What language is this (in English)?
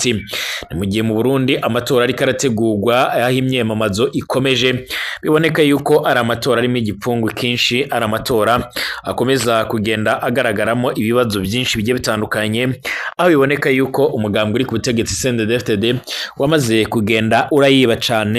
Rundi